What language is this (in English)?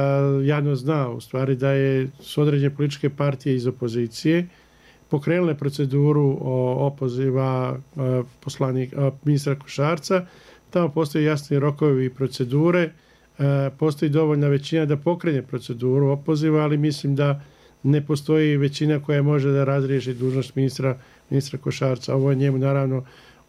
Bosnian